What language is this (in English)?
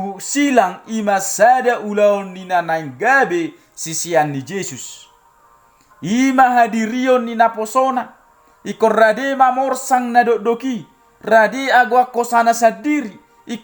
Batak Toba